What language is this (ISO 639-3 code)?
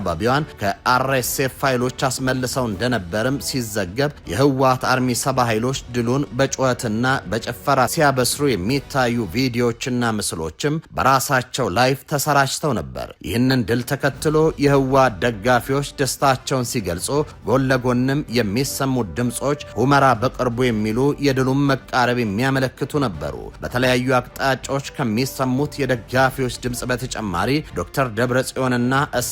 amh